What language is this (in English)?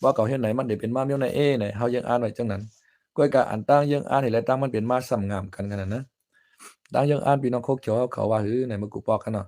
Shan